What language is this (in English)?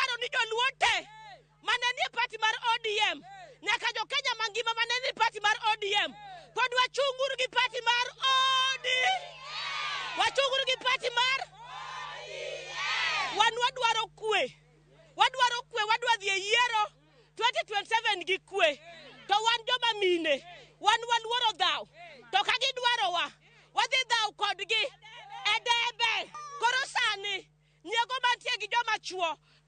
Luo (Kenya and Tanzania)